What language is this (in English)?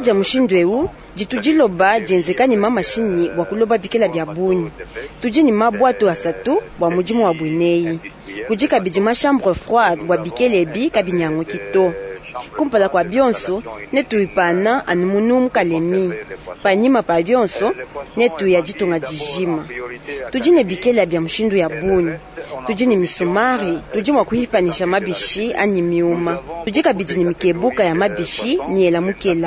Luba-Lulua